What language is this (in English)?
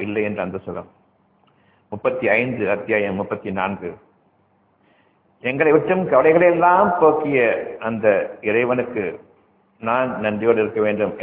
Tamil